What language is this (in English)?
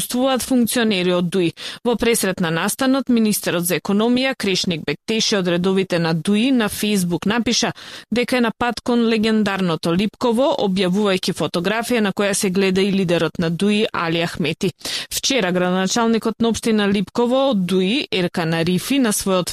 Macedonian